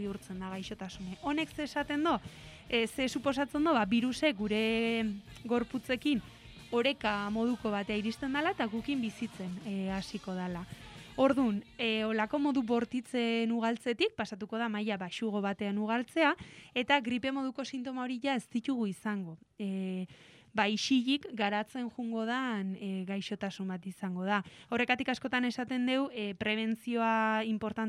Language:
Basque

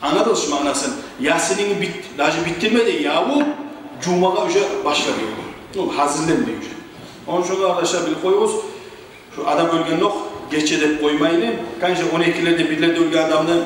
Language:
Kumyk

